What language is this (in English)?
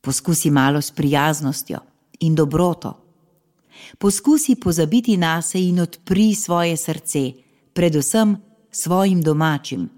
Slovenian